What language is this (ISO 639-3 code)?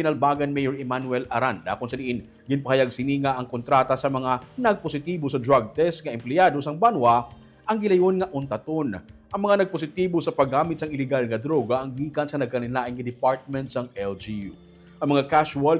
hil